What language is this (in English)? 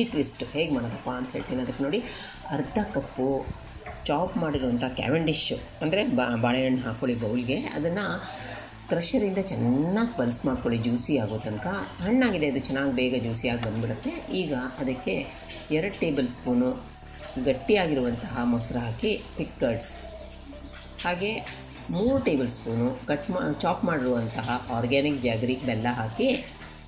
Kannada